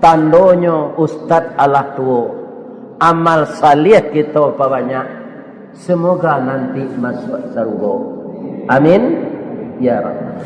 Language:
Minangkabau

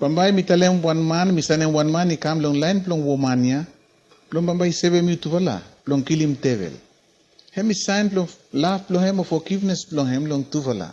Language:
Bislama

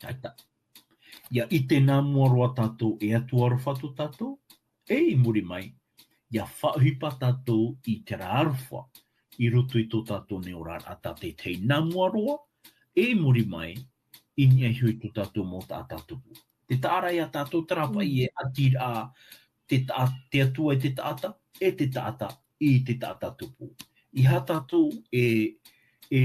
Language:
Tahitian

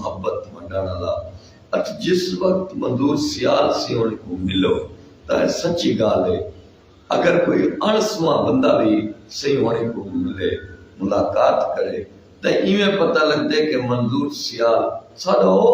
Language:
Saraiki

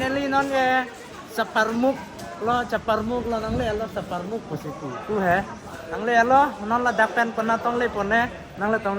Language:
Karbi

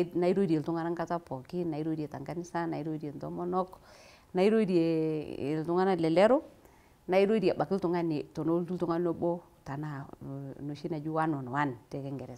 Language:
Masai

